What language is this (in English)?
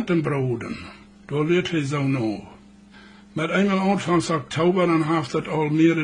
Plautdietsch